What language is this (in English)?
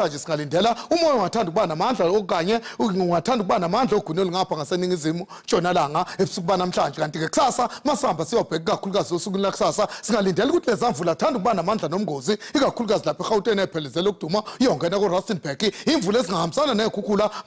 Zulu